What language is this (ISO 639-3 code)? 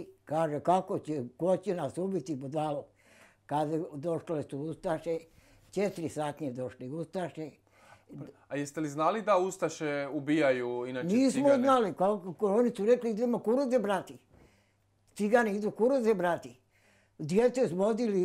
bos